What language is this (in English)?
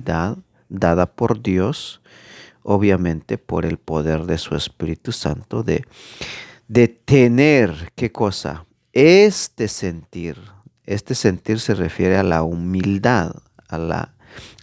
Tzeltal